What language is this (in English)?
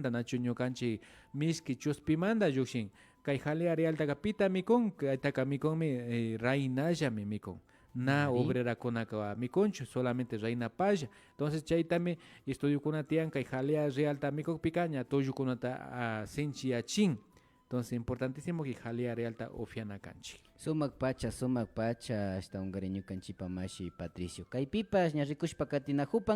Imbabura Highland Quichua